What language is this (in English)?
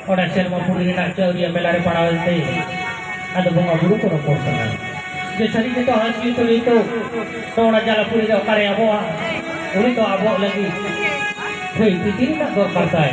Santali